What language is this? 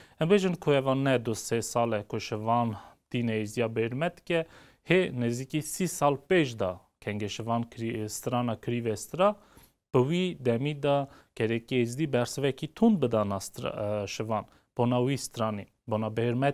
Kurdish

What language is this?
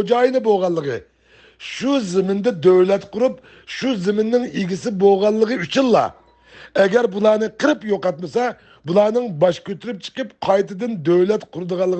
Uyghur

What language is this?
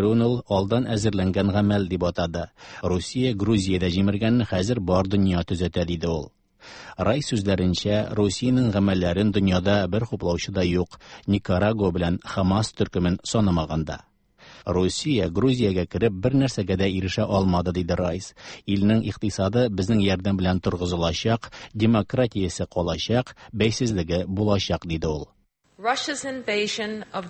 Tatar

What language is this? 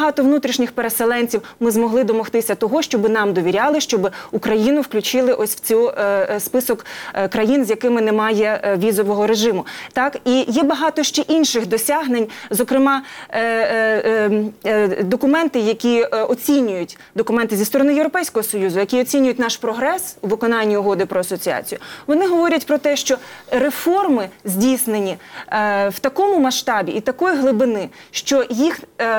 Ukrainian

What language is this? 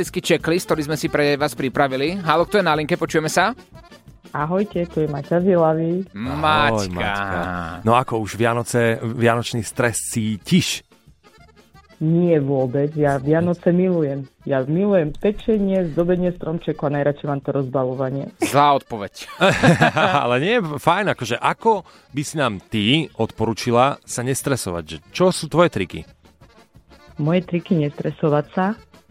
Slovak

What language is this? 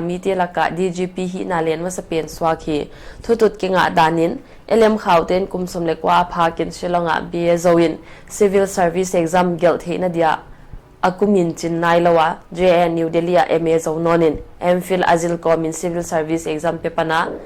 Paite Chin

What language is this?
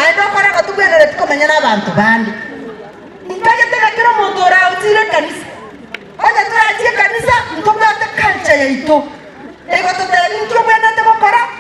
Gusii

